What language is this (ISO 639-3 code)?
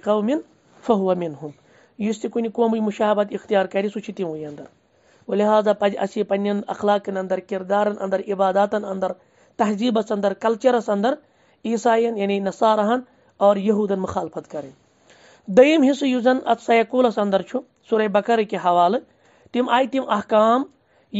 kas